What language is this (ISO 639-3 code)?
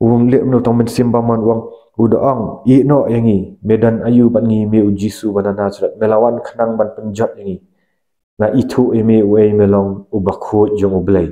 kha